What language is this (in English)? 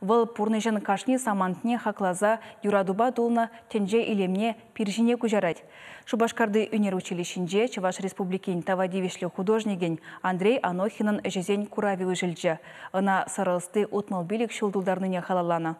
Chuvash